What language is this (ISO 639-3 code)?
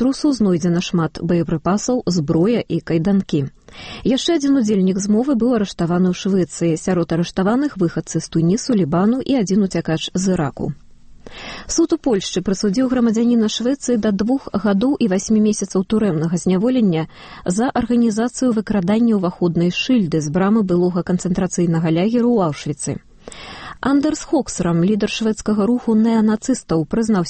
bel